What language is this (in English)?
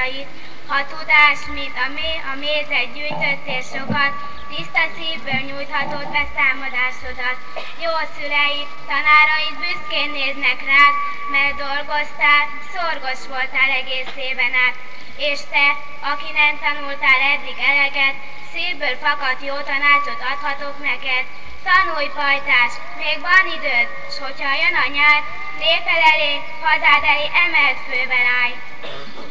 Hungarian